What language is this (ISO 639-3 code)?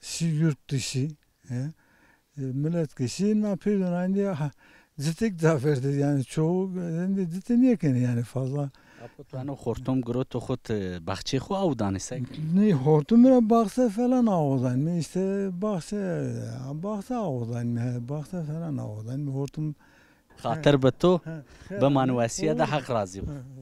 zza